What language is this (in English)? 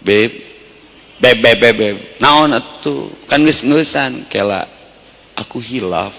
Sundanese